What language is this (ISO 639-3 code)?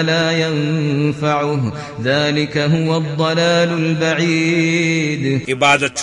kas